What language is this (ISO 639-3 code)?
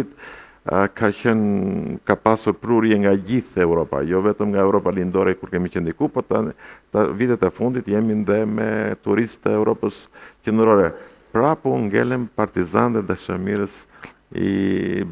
sqi